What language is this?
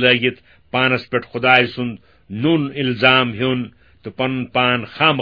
Kashmiri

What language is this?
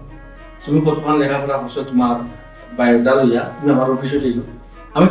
Sylheti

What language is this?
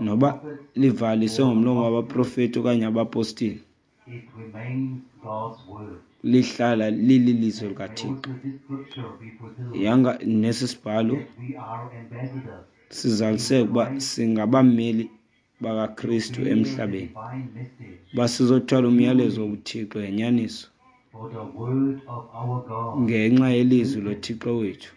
Xhosa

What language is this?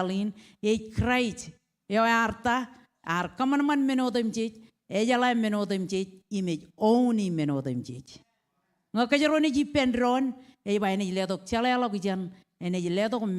Marshallese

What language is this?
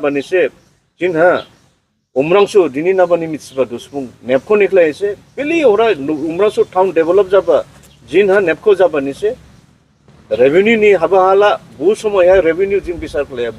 Dimasa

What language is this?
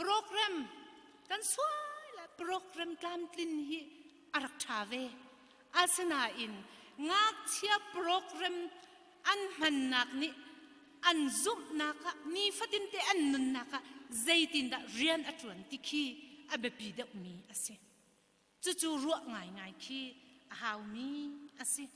Hakha Chin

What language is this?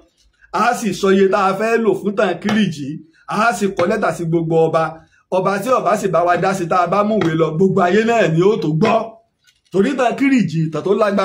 Yoruba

